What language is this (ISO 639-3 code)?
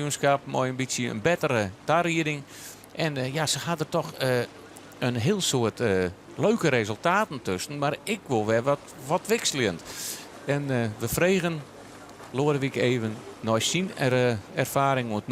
fry